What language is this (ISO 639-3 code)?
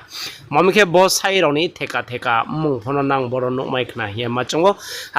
ria